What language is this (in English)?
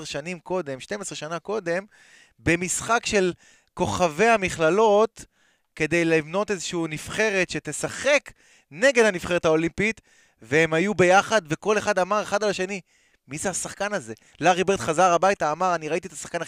Hebrew